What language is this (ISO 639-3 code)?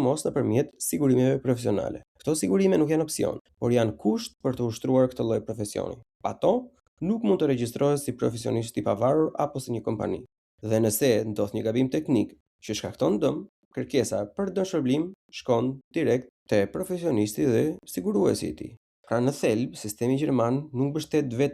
sqi